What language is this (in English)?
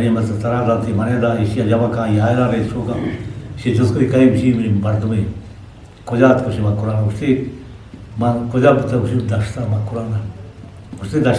Eastern Balochi